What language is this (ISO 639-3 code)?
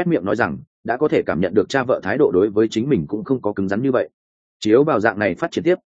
vie